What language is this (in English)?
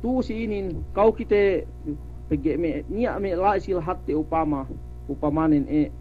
Yakan